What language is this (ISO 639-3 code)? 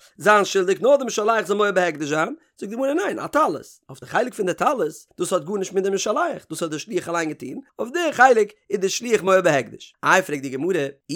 yid